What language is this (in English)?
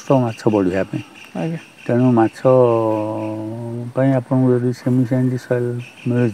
Odia